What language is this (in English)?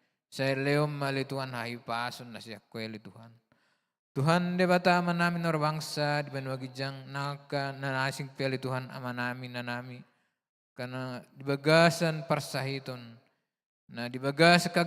Batak Toba